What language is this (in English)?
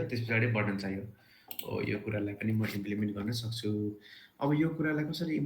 Nepali